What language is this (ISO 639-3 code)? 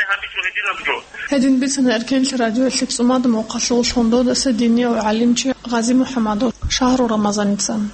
ava